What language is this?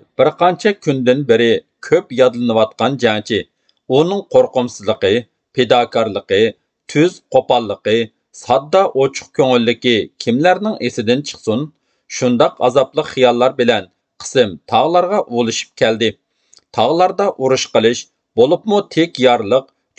Uyghur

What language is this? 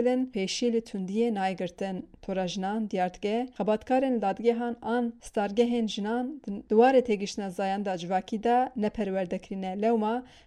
Kurdish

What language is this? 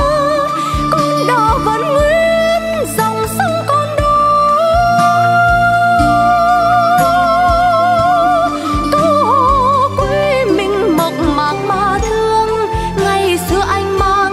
Vietnamese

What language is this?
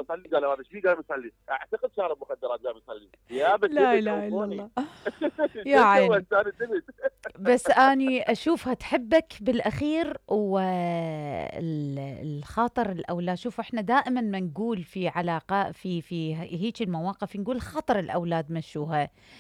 Mesopotamian Arabic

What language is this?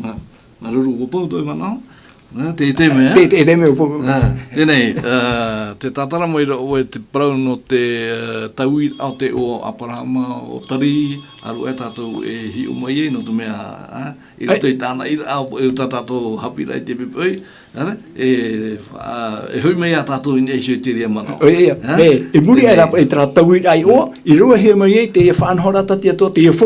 Tahitian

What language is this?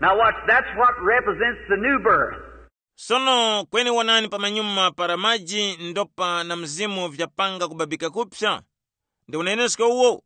Tumbuka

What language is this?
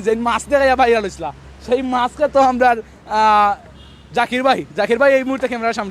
Sylheti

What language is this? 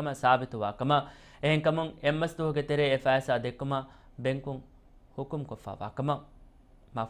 Divehi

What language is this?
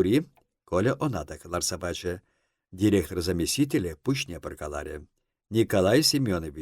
Chuvash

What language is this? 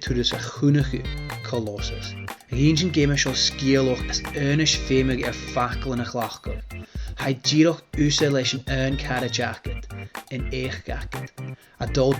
Scottish Gaelic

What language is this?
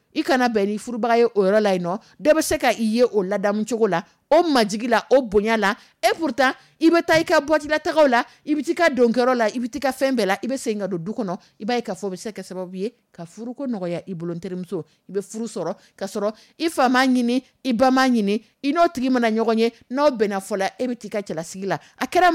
Dyula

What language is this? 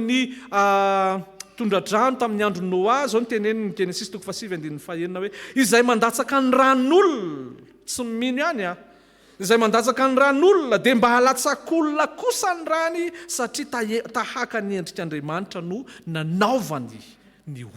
Malagasy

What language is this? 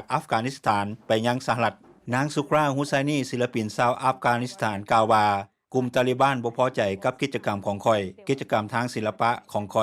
Lao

